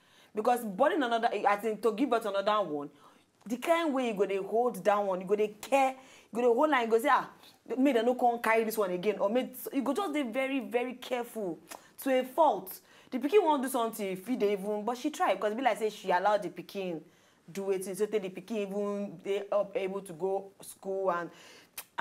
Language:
Nigerian Pidgin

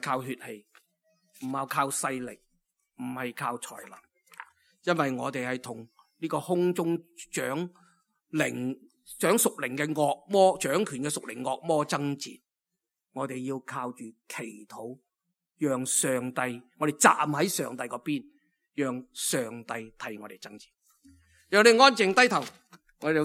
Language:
Cantonese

